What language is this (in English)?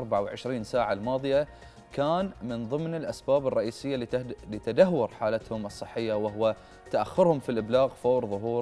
Arabic